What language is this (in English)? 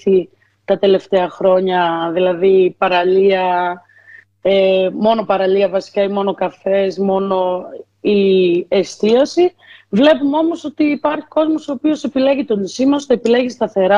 Greek